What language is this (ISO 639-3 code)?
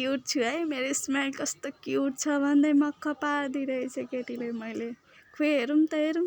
nep